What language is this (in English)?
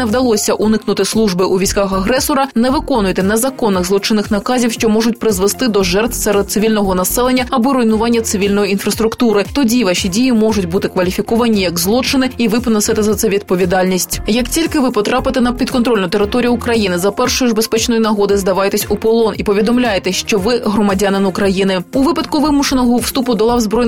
Ukrainian